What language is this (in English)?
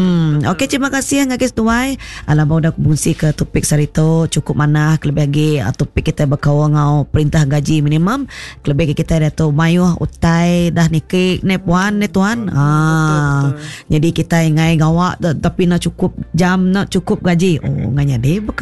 Iban